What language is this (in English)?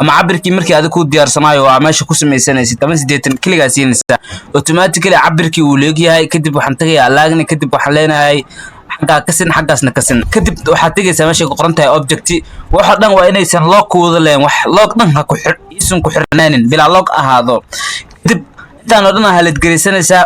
Somali